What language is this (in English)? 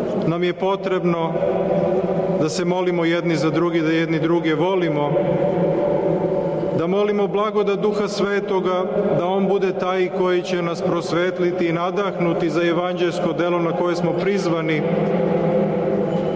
Serbian